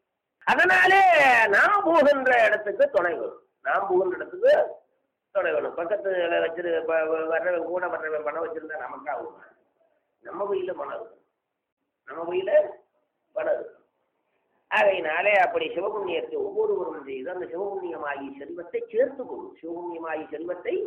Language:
Tamil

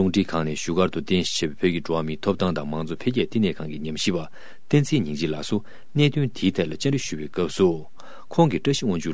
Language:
Tibetan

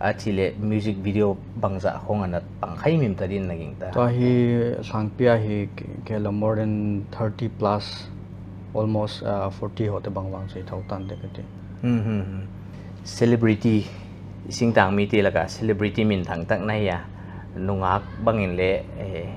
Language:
Paite Chin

